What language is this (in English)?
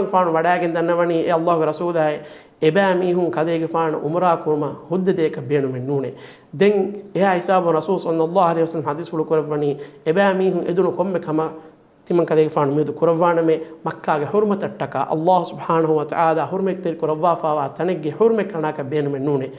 Divehi